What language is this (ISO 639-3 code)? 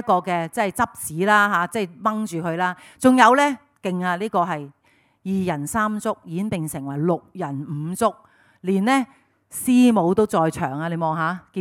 yue